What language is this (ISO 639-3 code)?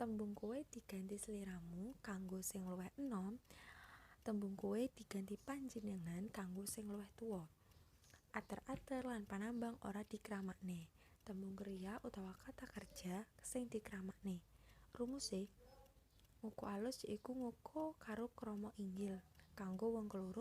jav